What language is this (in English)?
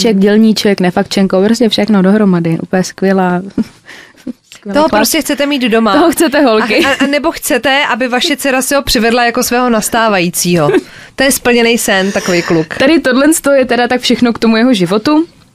Czech